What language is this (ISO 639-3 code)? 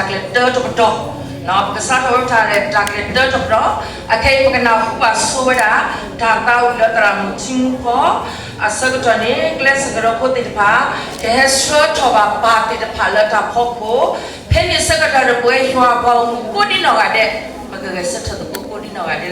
ksw